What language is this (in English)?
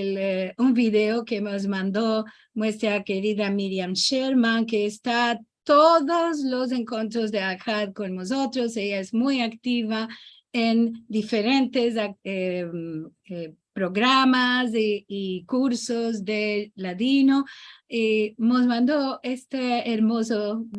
Ladino